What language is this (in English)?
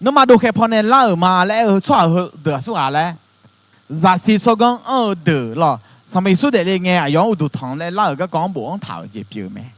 Akha